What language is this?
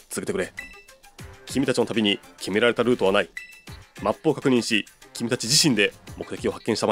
Japanese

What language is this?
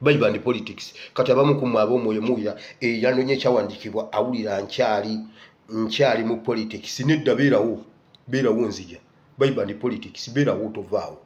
Ganda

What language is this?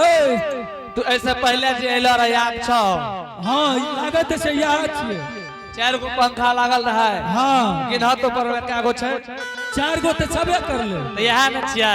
Angika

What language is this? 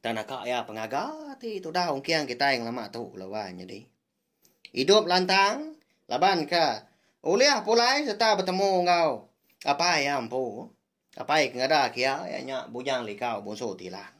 Iban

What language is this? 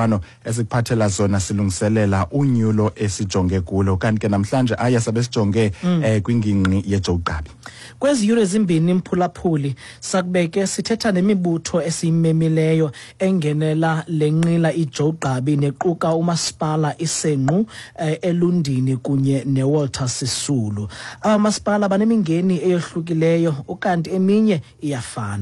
Xhosa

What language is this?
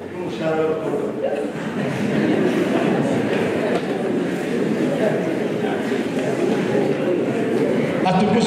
Kinyarwanda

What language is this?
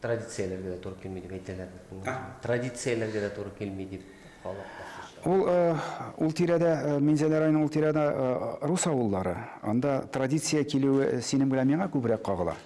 Tatar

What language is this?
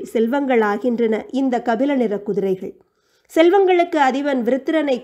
Tamil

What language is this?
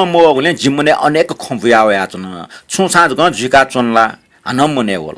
Newari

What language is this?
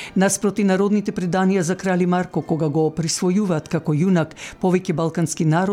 Macedonian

